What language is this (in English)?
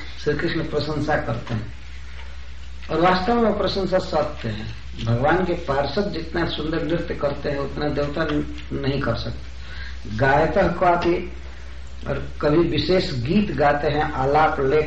Hindi